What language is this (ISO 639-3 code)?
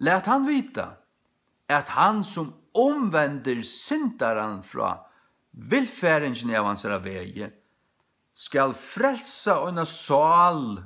fao